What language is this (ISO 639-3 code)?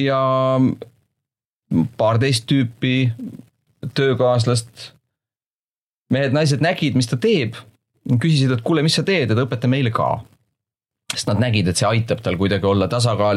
est